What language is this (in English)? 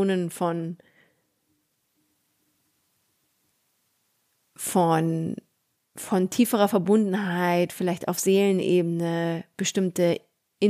German